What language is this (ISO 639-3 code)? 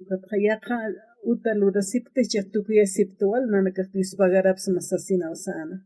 aym